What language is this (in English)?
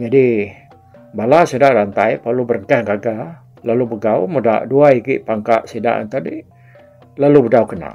Iban